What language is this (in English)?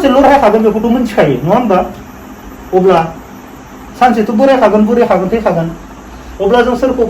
Bodo